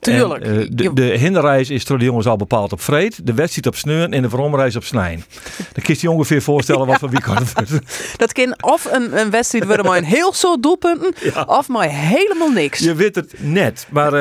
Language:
Western Frisian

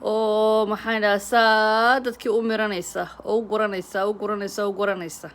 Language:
Somali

